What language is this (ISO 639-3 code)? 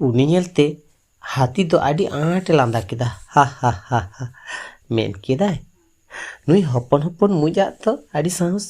sat